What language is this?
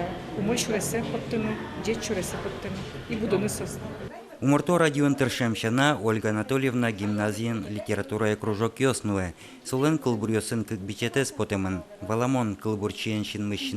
Udmurt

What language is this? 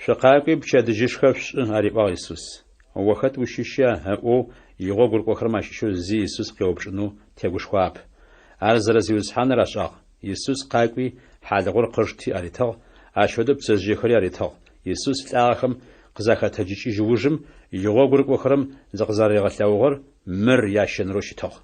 Adyghe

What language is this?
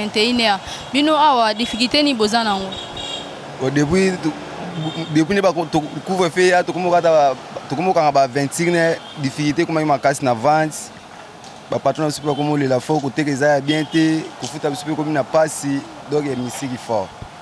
Lingala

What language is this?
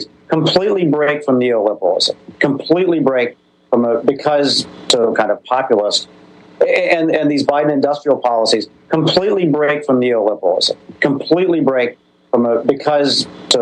English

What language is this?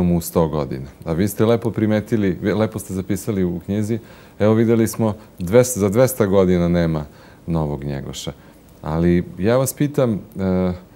Serbian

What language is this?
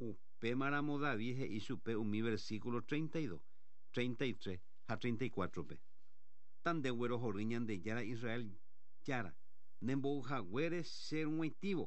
Guarani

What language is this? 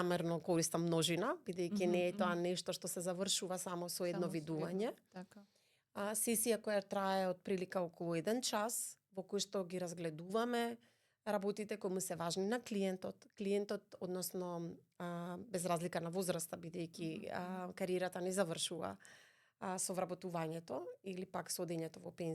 Macedonian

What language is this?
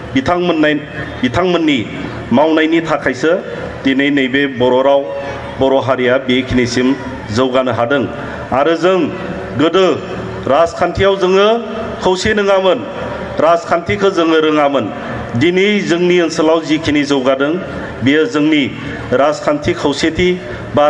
Bodo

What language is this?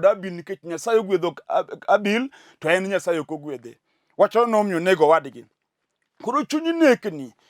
Luo (Kenya and Tanzania)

